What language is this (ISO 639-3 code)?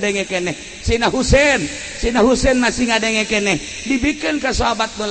sun